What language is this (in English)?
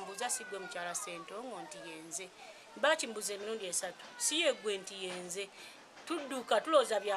Ganda